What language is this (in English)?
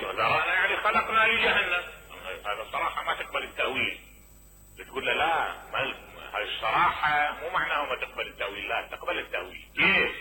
Mesopotamian Arabic